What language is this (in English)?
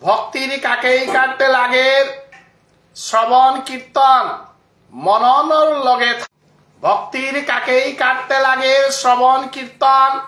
Bishnupriya